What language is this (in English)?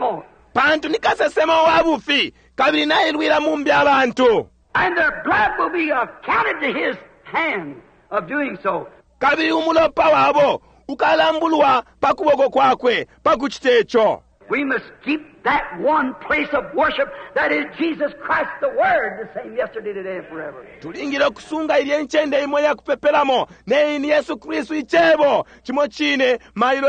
Bemba